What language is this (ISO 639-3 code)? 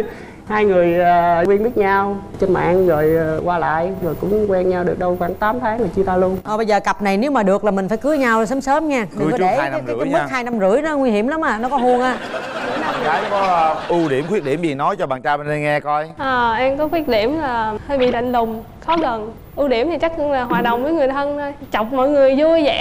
vie